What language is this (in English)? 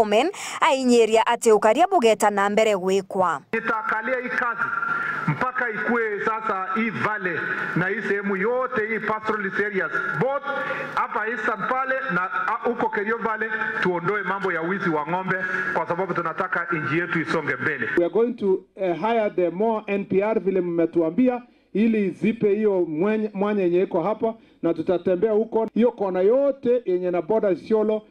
Meru